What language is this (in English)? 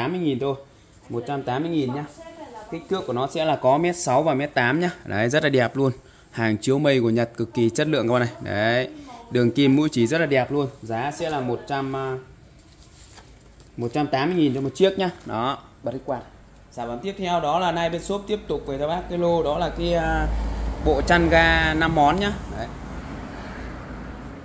Vietnamese